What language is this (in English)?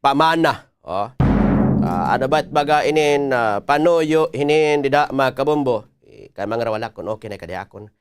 Waray